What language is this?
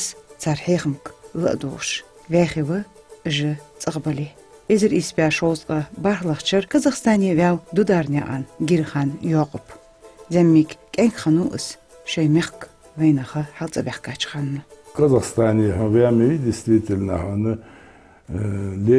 Ingush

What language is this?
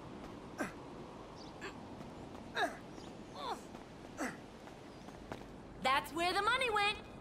English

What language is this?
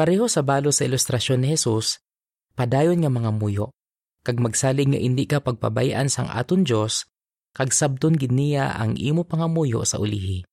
Hiligaynon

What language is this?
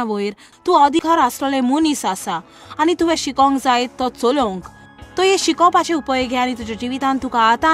Konkani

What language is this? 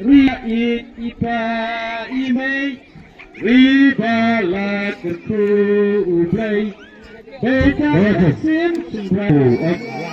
Khasi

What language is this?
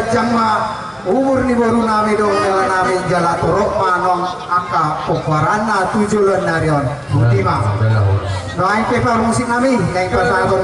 Batak Toba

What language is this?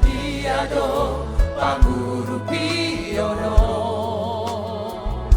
Batak Toba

